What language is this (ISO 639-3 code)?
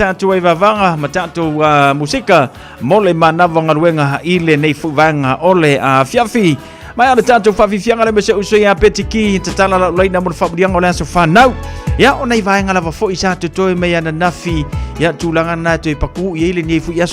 smo